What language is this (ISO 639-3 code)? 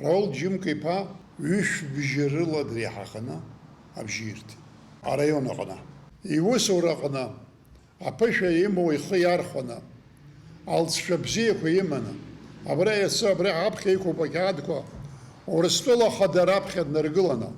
abk